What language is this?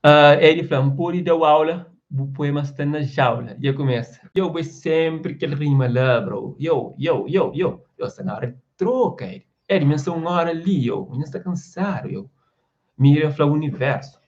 Kabuverdianu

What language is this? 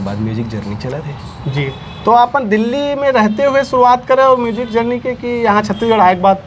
Chhattisgarhi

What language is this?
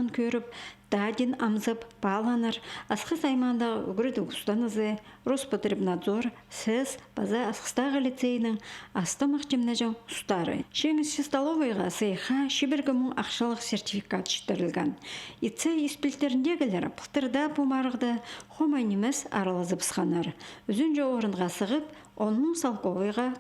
Khakas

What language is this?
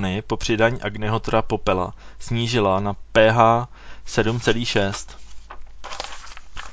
Czech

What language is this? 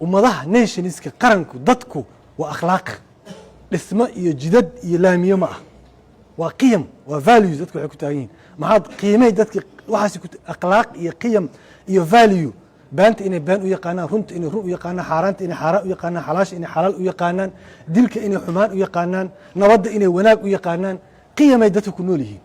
Somali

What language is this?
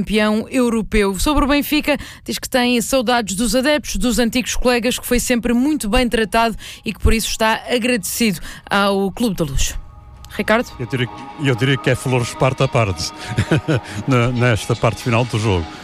Portuguese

